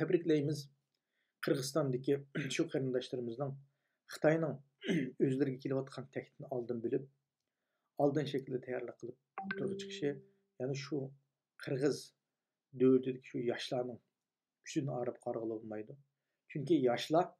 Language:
Uyghur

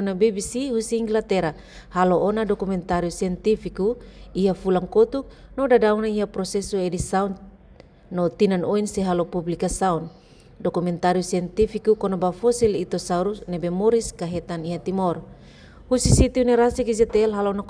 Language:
Tetum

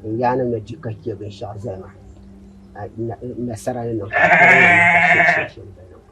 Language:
Dagbani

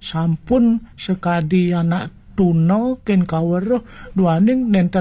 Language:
Balinese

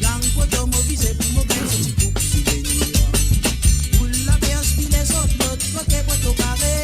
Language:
Morisyen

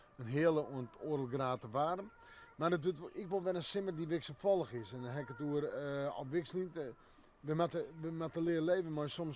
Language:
Western Frisian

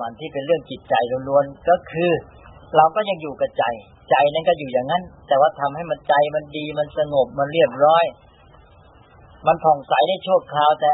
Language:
Thai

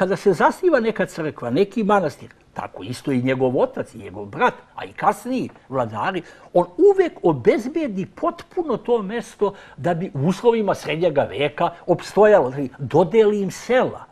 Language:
Serbian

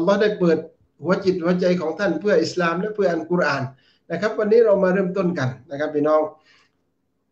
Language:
Thai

